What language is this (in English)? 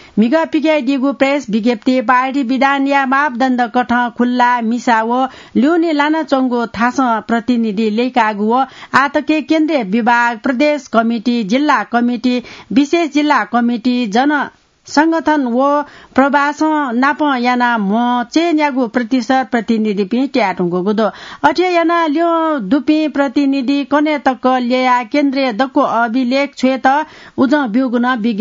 Newari